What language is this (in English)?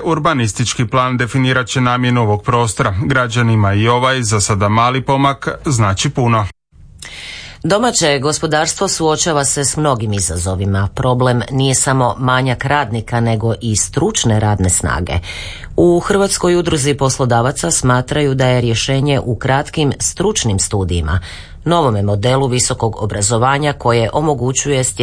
Croatian